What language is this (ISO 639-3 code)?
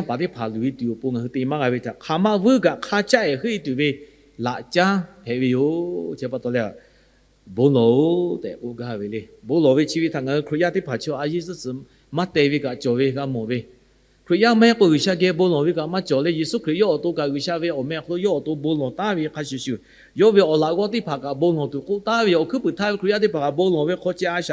lhu